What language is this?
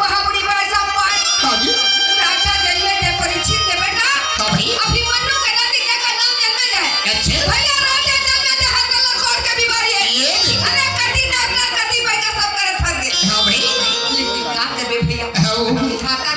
Chhattisgarhi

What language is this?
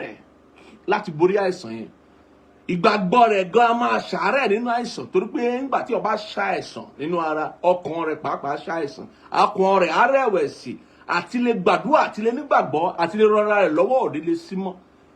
Yoruba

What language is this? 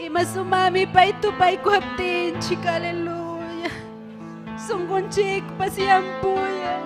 Ayacucho Quechua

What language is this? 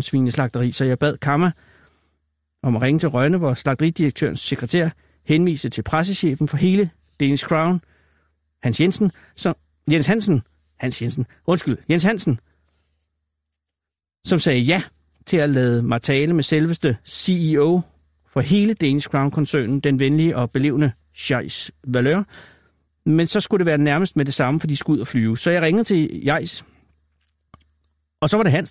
Danish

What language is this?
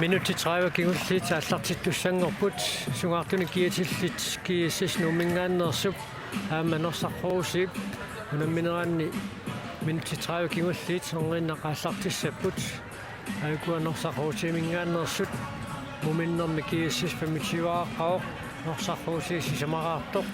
Kalaallisut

